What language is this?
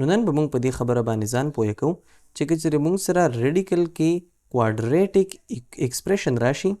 Pashto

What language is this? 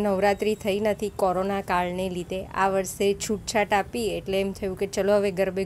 Gujarati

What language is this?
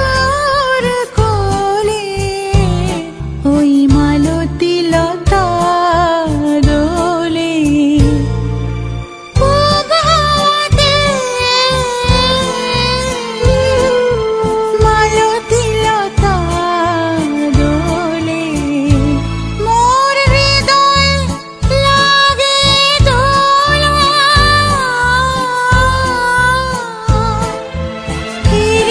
Bangla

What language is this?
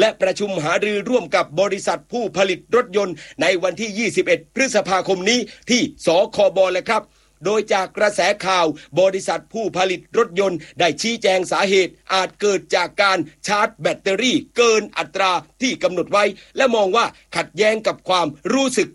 Thai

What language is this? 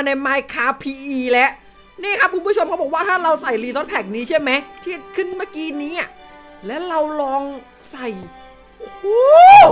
Thai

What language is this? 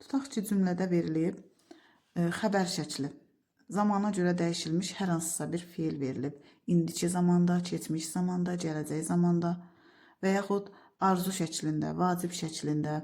Azerbaijani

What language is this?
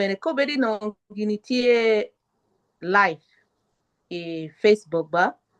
Acoli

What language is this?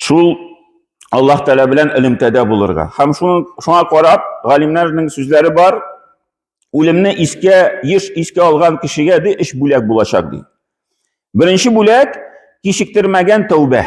Tatar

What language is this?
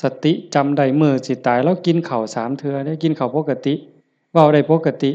Northeastern Thai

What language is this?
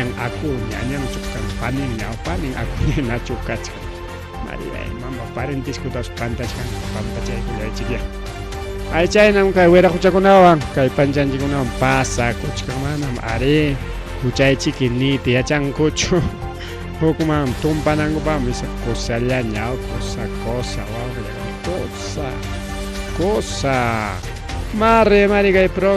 Ayacucho Quechua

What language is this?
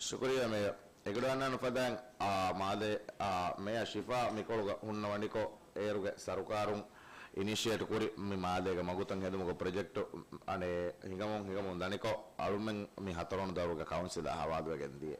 Divehi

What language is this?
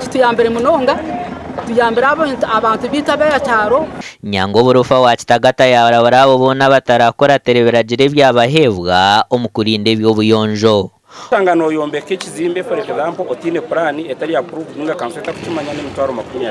Nyankole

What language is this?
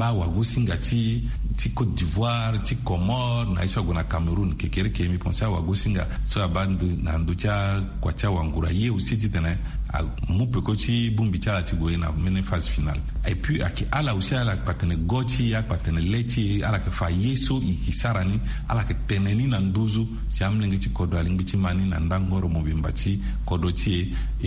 Sango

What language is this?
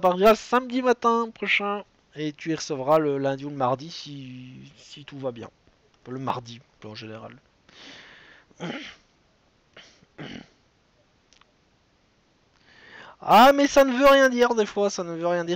French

